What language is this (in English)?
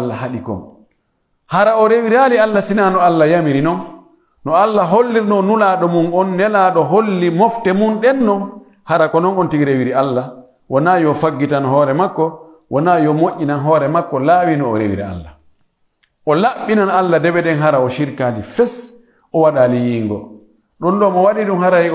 Pular